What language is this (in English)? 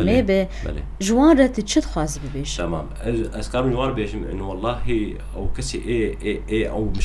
Kurdish